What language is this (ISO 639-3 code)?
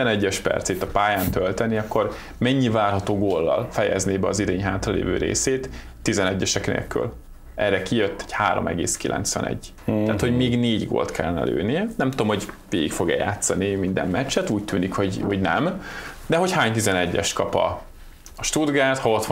hun